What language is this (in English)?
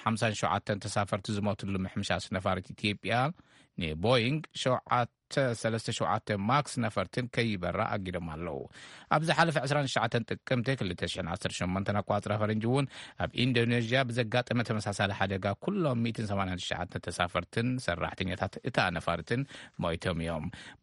Tigrinya